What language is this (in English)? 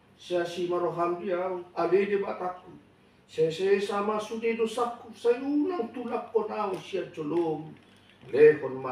Batak Toba